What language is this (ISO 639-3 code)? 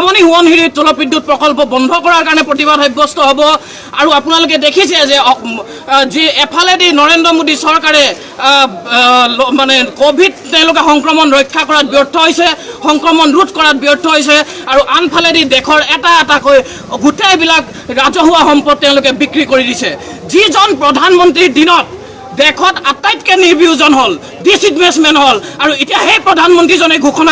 asm